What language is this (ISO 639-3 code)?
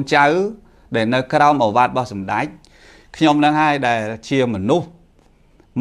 khm